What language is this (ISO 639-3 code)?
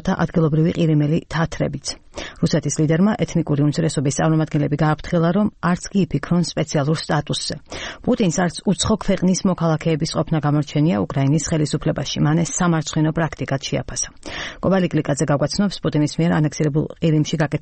kat